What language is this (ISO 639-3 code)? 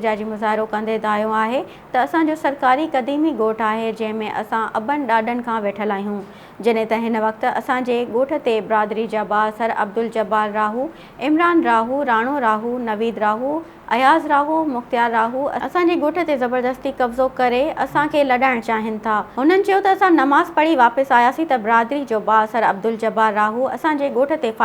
snd